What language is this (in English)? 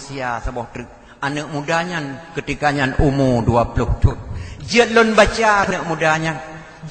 Achinese